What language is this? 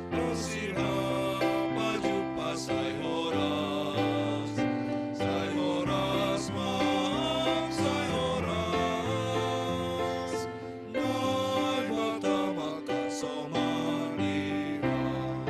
Batak Simalungun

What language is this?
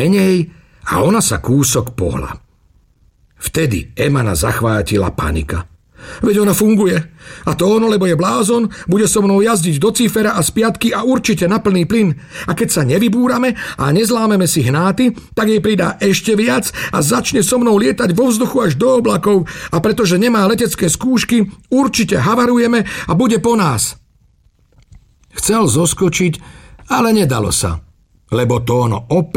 Slovak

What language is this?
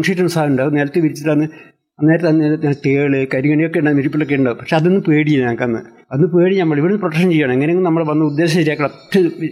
Malayalam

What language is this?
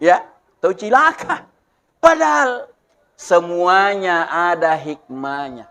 Buginese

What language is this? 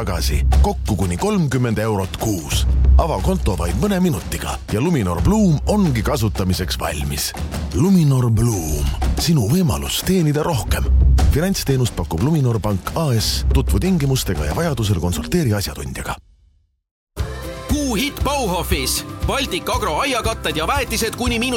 Estonian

